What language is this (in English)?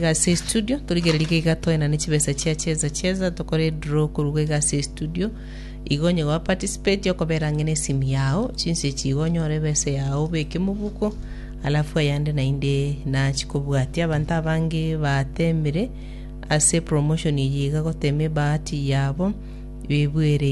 Gusii